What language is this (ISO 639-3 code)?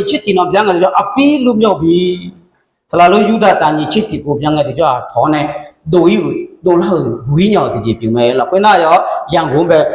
ahk